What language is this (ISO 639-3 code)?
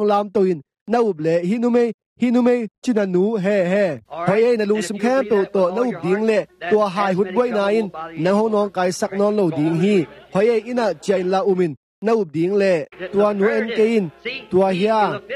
ctd